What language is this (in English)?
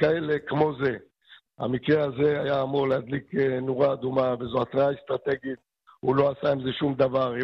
Hebrew